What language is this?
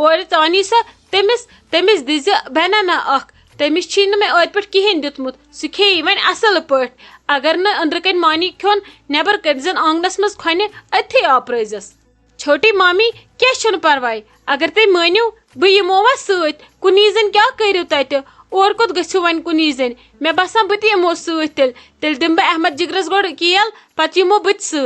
Kashmiri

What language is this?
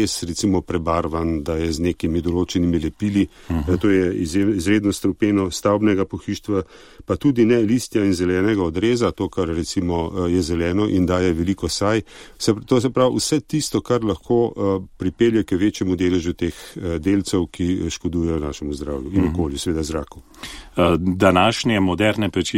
Slovenian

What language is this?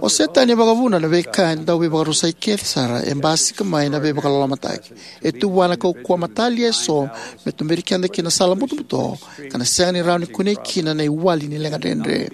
Fijian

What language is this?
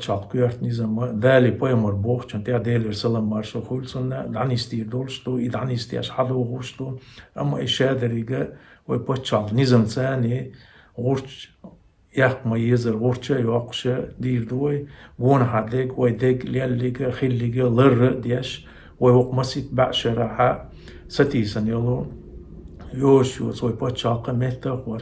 Chechen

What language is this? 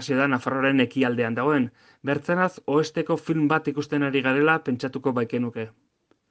Basque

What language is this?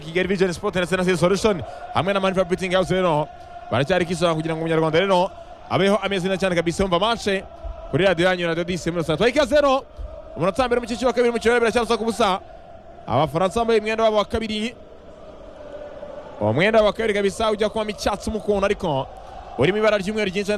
Kinyarwanda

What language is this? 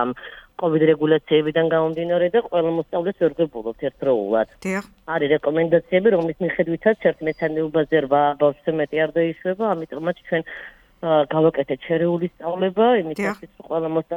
Georgian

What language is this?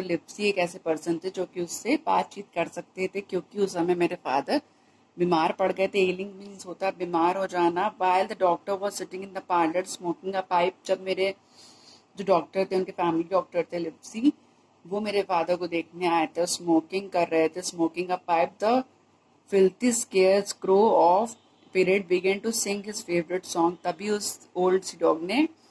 Hindi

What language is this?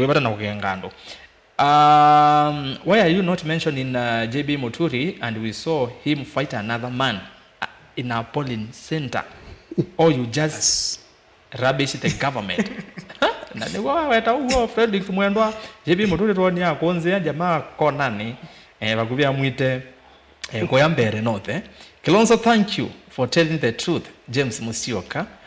Kamba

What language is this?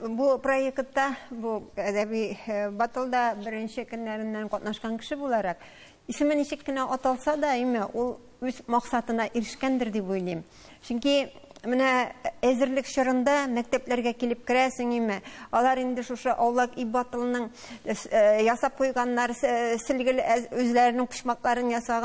Tatar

